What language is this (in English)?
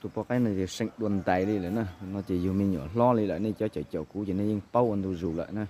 Hmong